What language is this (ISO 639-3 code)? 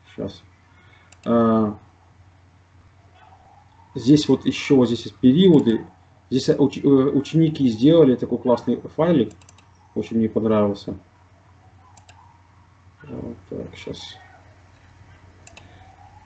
rus